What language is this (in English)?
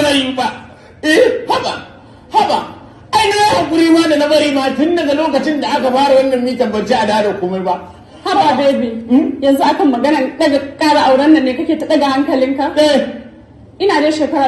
Hausa